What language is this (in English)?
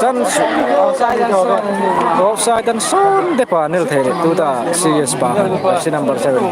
Hmar